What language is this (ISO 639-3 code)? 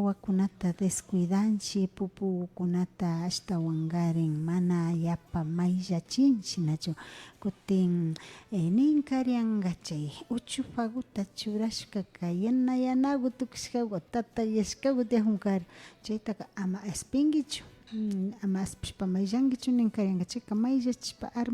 qvi